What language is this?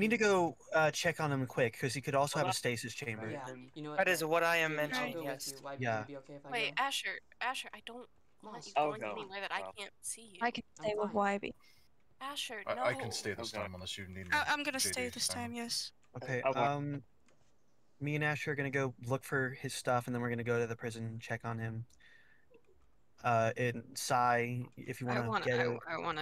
English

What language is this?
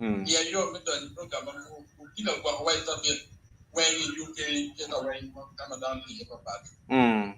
Acoli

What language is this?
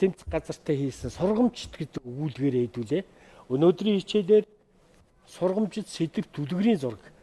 Mongolian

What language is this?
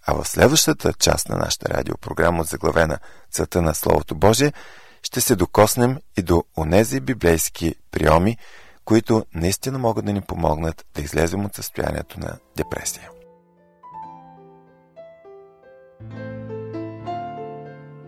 Bulgarian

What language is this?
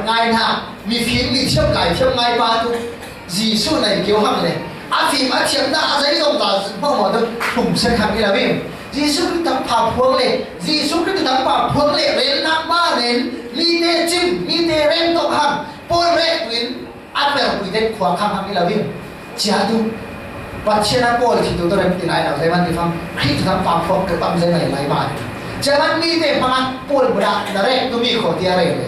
Falam Chin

